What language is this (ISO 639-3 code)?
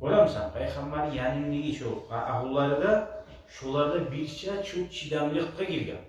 kum